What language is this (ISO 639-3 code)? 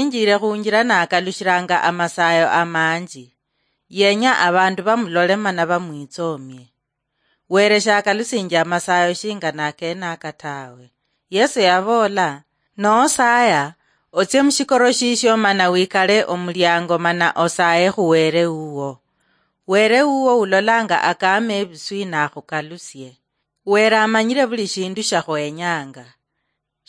luy